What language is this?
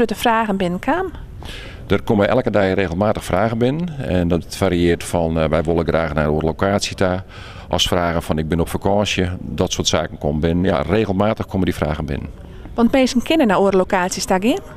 Western Frisian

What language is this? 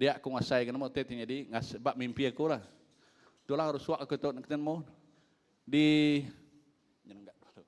Iban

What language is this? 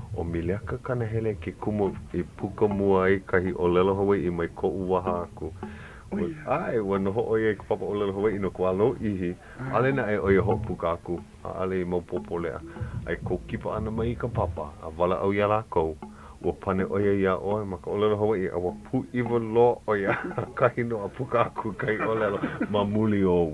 Hawaiian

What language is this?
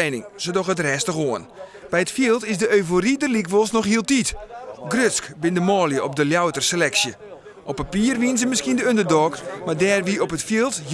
Western Frisian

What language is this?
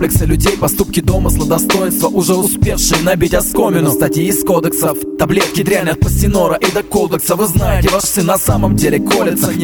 Russian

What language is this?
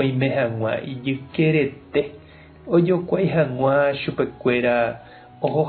Guarani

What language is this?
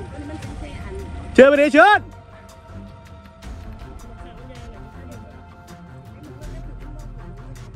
Thai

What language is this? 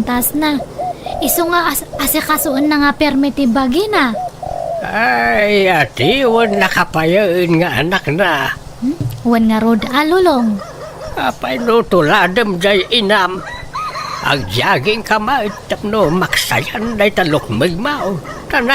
Iloko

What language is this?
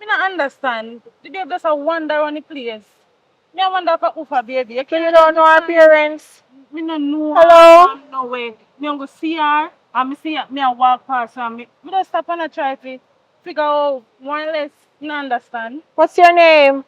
Jamaican Creole English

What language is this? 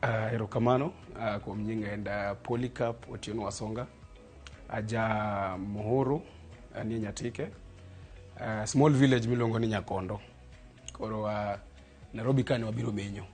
Luo (Kenya and Tanzania)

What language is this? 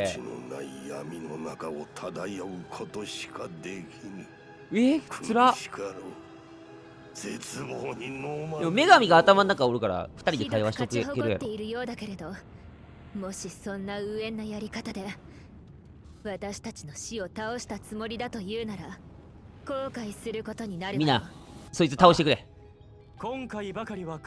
Japanese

